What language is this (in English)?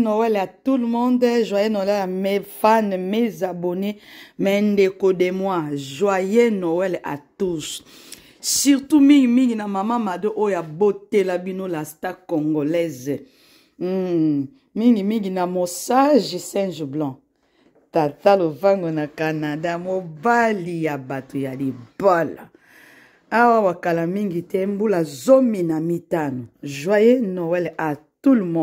Lingala